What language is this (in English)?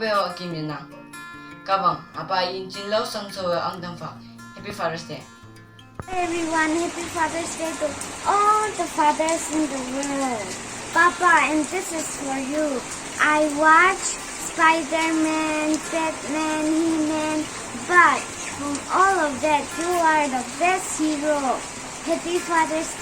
Konyak Naga